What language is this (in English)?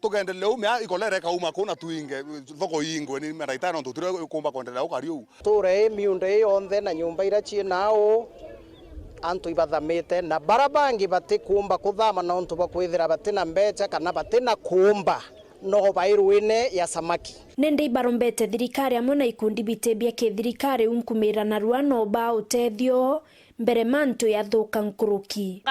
Meru